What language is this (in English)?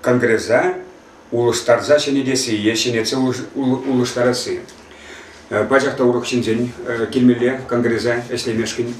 Chuvash